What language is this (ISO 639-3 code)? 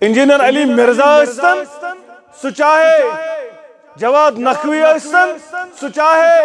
kas